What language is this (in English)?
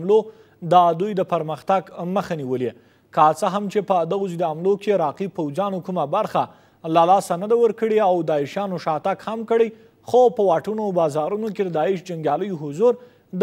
Pashto